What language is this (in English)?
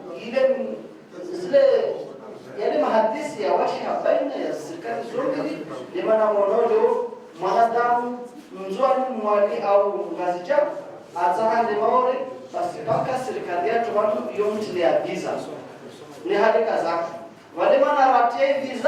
Ngazidja Comorian